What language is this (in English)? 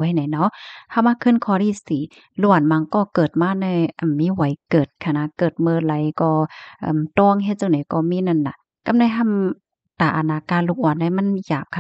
Shan